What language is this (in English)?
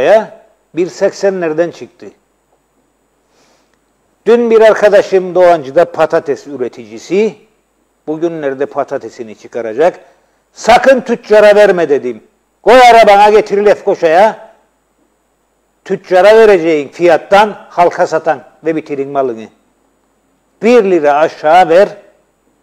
Turkish